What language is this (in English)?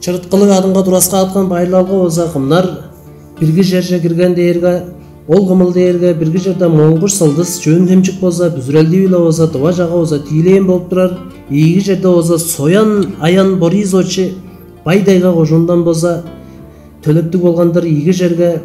Tuvinian